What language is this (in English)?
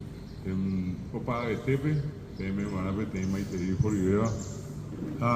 Guarani